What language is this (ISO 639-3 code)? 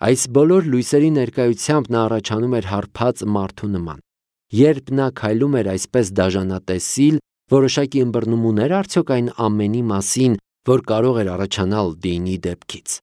hye